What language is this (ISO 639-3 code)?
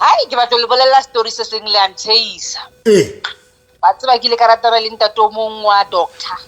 sot